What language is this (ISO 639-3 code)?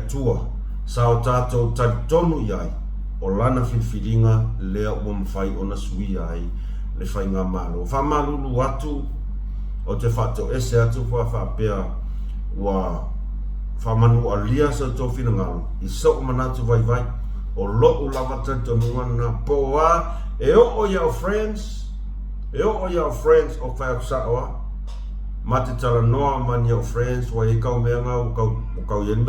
smo